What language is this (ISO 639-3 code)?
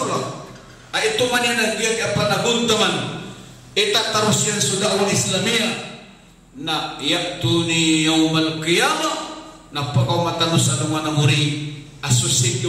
mrw